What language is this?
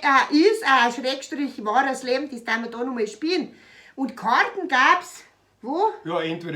Bavarian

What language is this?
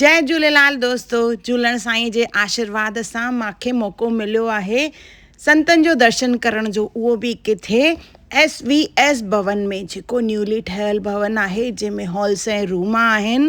Sindhi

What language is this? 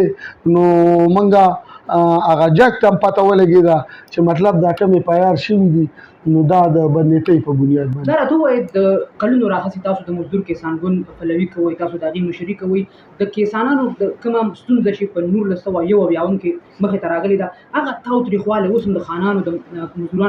Pashto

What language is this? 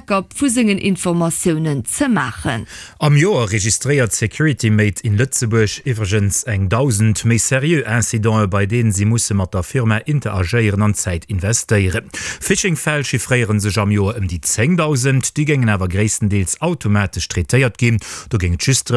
Luxembourgish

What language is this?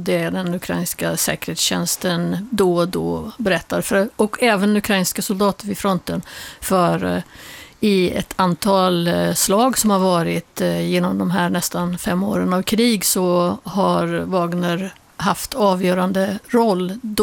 Swedish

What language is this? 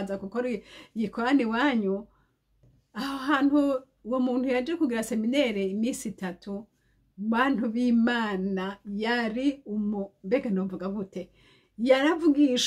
Rundi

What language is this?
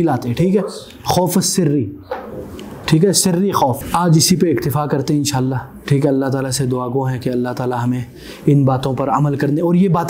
Urdu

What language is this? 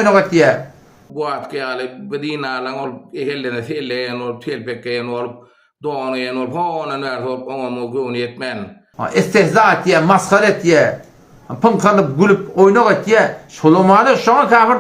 Turkmen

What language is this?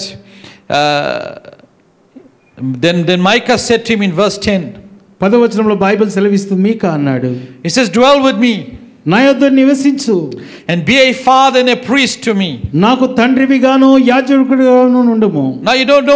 Telugu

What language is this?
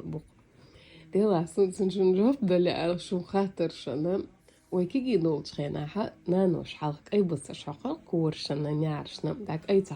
Chechen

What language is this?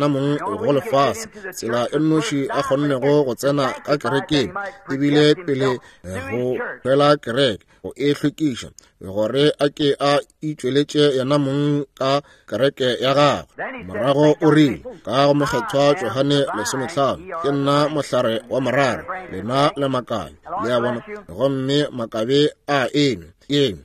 Northern Sotho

